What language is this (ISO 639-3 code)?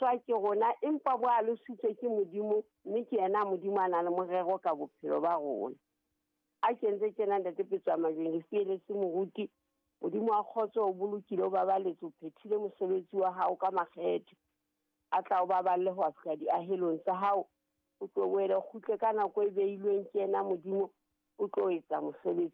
sot